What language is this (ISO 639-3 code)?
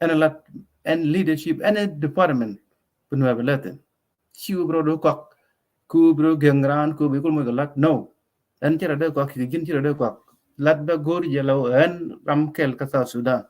nus